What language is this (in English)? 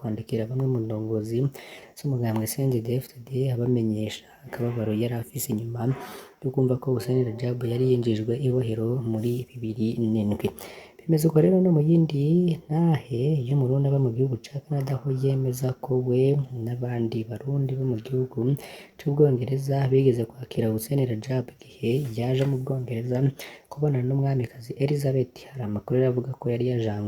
Rundi